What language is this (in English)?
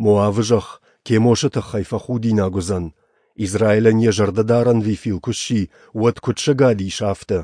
Ossetic